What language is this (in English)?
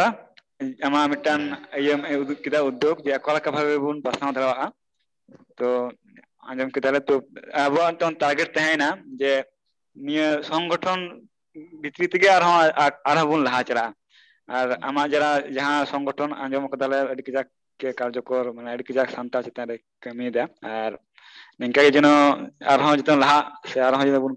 Santali